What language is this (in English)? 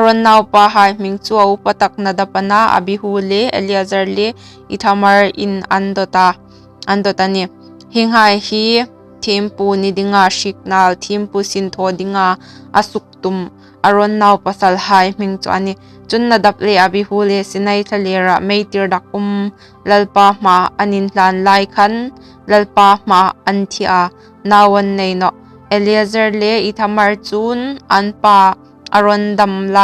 Hmar